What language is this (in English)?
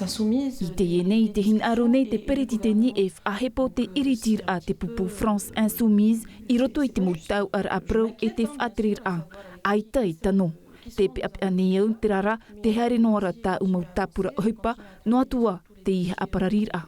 Tahitian